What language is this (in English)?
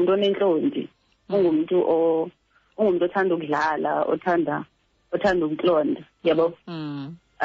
Xhosa